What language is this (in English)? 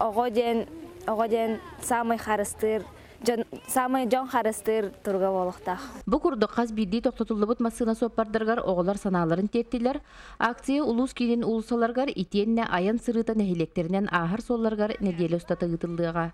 Yakut